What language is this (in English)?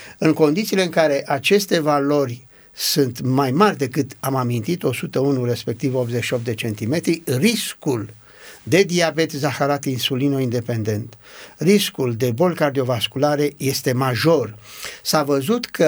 Romanian